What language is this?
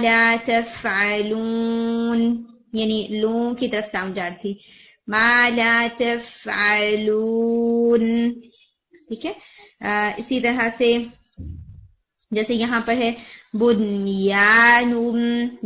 Urdu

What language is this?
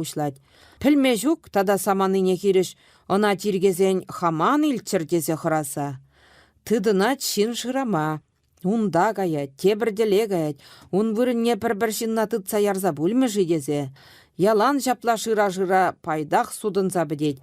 Chuvash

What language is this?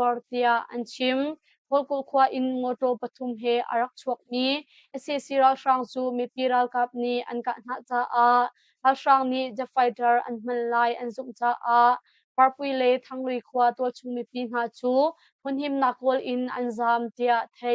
Hakha Chin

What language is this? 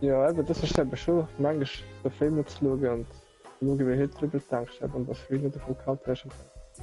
Swiss German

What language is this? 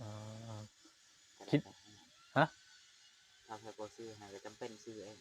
Northeastern Thai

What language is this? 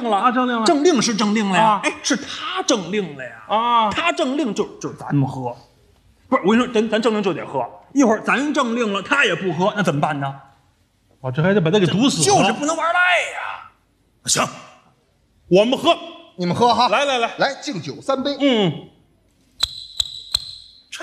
Chinese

